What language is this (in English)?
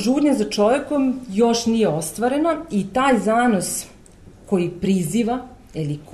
Serbian